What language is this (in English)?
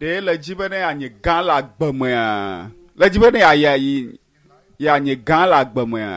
Ewe